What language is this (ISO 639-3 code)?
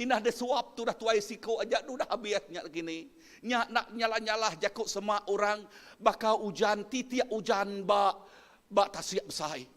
iba